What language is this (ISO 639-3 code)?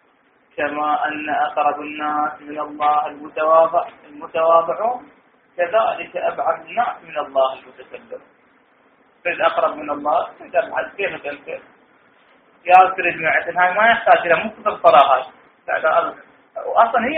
ara